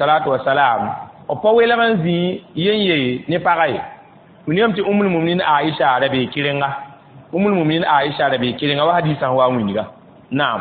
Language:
Mossi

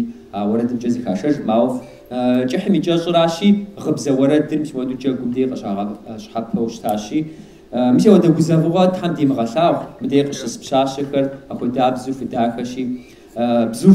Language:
Kabardian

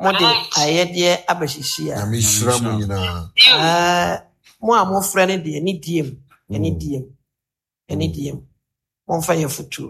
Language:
Akan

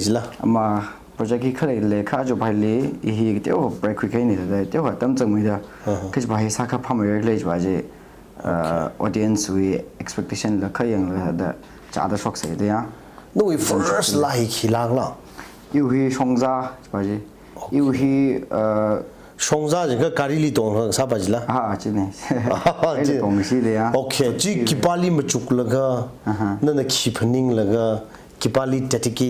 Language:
Tangkhul Naga (India)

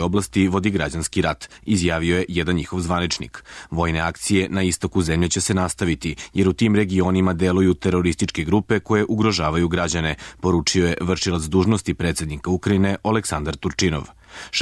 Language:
Serbian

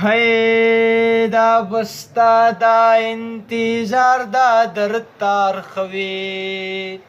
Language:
Pashto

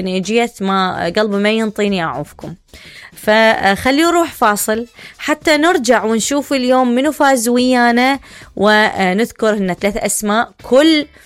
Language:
Mesopotamian Arabic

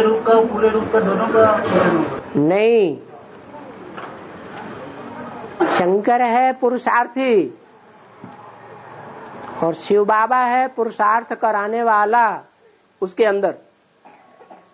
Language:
Hindi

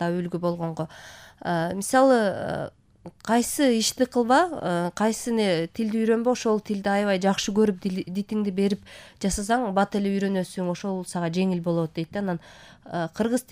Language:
Kyrgyz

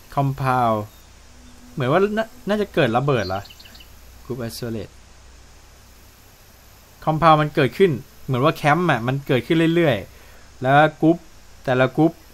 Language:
Thai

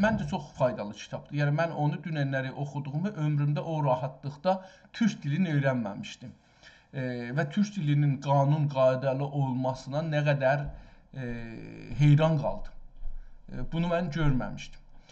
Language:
South Azerbaijani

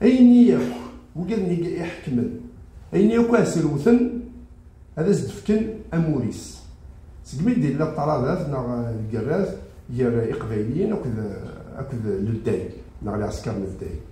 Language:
Kabyle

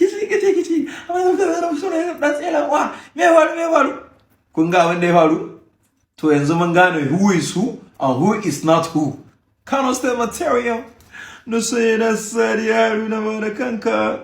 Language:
Hausa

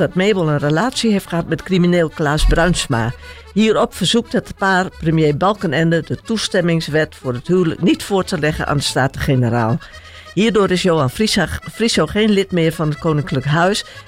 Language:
Dutch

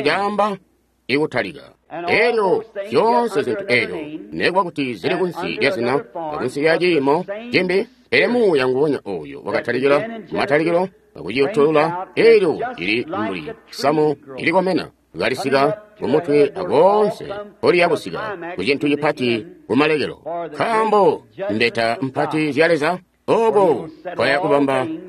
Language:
Tonga (Zambia)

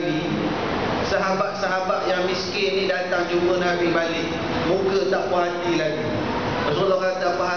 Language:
Malay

